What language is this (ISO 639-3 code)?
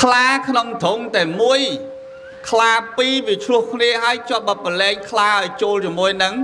khm